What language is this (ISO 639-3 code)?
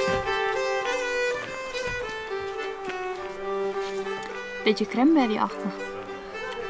nld